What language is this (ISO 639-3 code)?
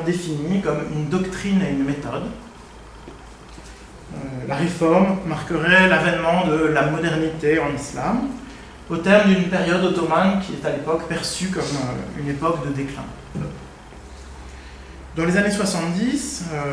fra